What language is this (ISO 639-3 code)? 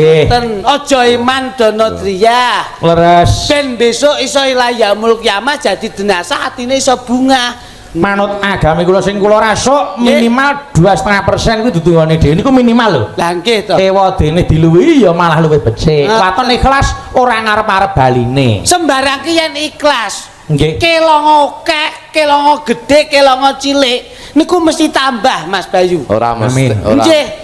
jav